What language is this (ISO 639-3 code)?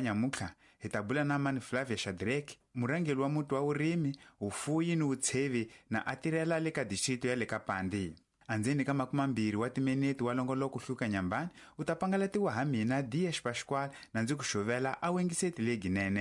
tso